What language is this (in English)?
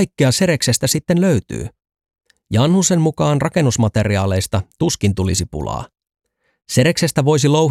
Finnish